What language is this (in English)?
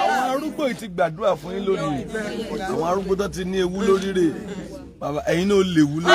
Yoruba